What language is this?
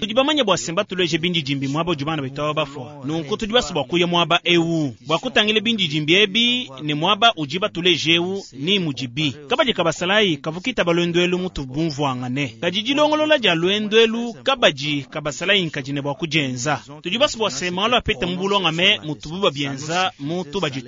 Luba-Lulua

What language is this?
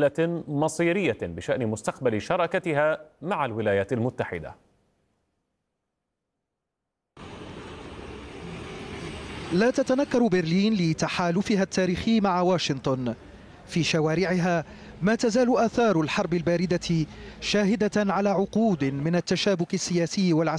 Arabic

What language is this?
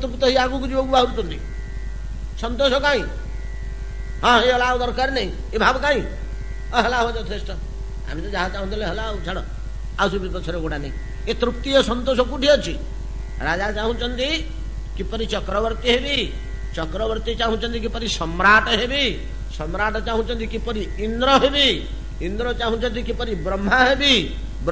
Odia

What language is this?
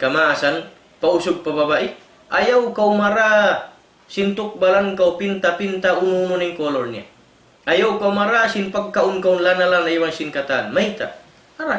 Tausug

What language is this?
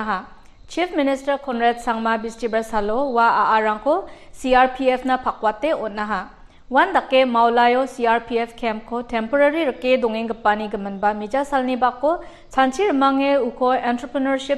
Garo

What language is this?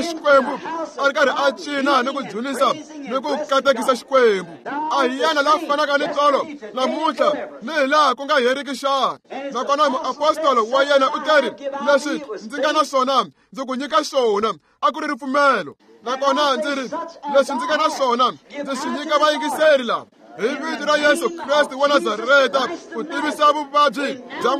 Tsonga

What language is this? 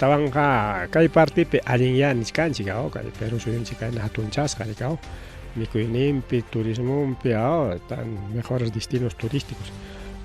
Ayacucho Quechua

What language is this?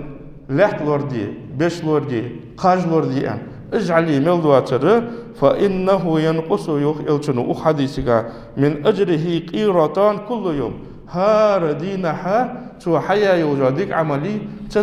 Ingush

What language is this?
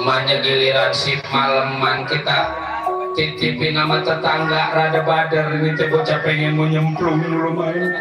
Betawi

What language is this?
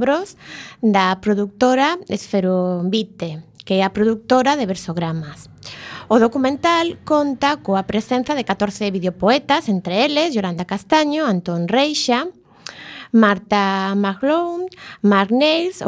Galician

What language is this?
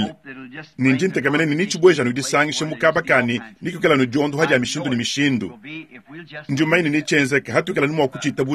Luba-Lulua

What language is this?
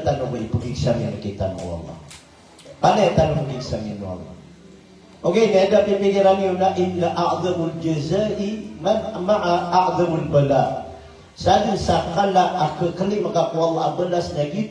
Maranao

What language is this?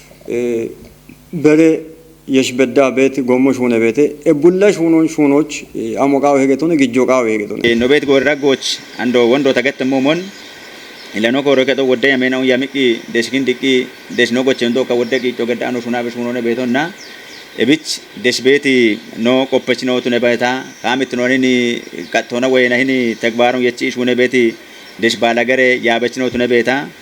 Kafa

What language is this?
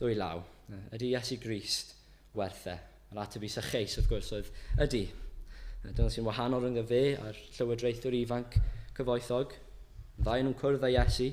Welsh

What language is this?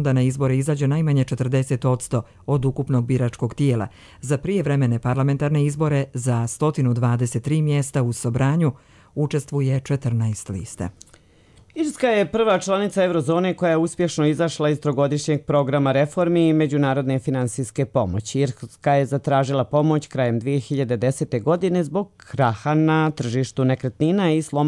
Croatian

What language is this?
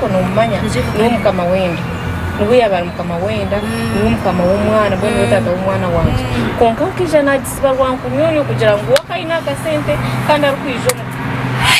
Nyankole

